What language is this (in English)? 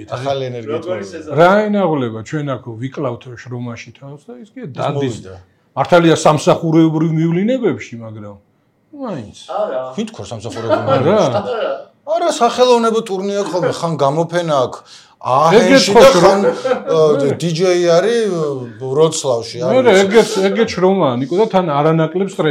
Georgian